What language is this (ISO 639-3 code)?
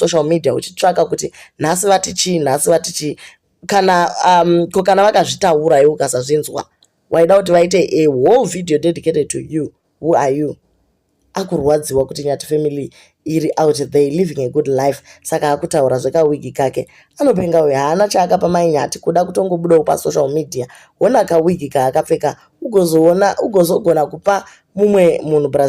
sna